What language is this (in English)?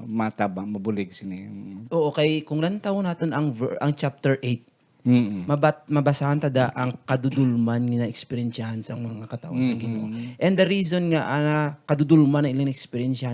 Hiligaynon